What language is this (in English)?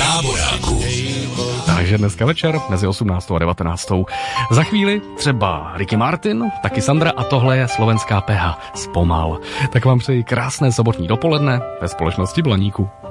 Czech